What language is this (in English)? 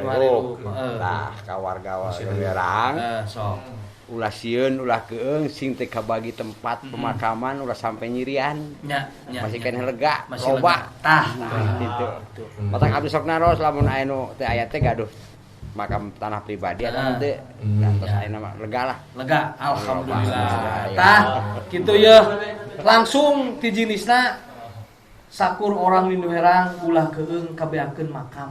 Sundanese